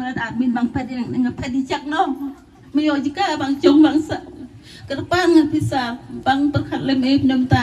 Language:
Khasi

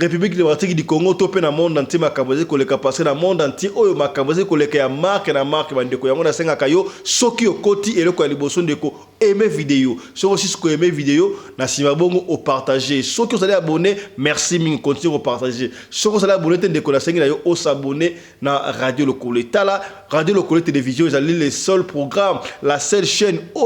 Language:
Lingala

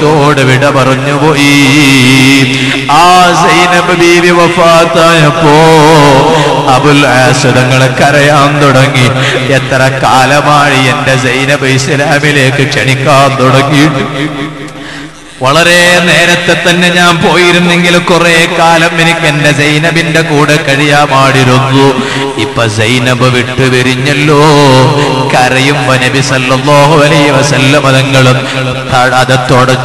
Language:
Malayalam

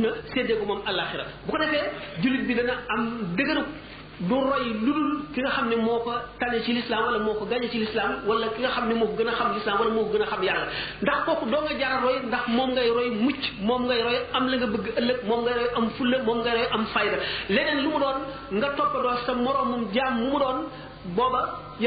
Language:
Wolof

